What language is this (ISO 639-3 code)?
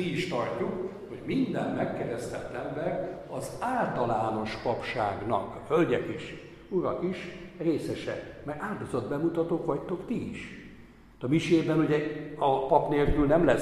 hun